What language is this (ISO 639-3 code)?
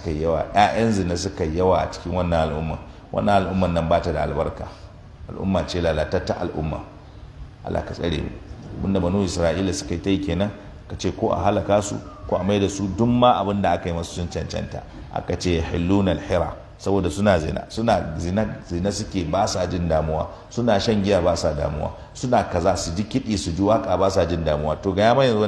hau